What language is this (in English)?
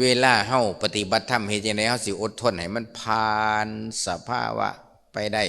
Lao